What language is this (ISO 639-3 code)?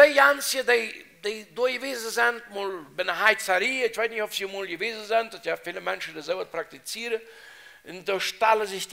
pdt